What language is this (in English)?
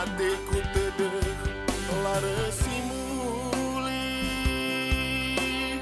Batak Karo